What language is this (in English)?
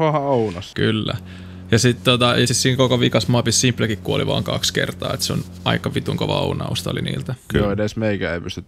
Finnish